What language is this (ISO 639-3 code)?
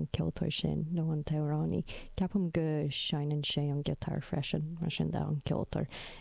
gle